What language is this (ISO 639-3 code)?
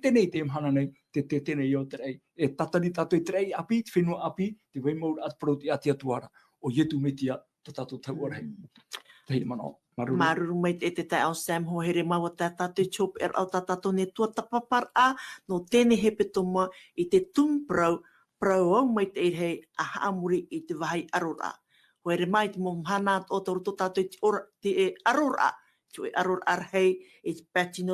tah